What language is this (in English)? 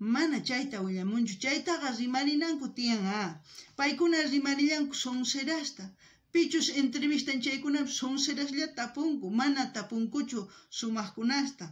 South Bolivian Quechua